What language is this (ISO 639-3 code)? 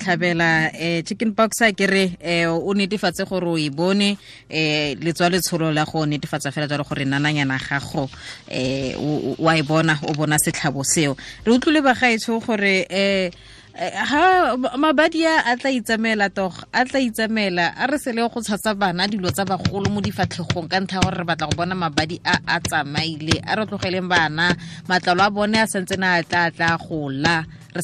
tsn